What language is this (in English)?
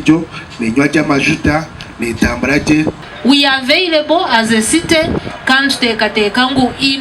Nyankole